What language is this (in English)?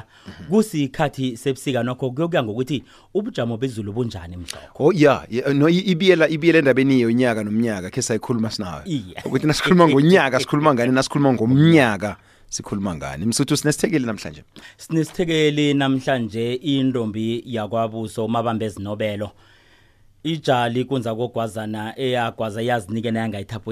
South Ndebele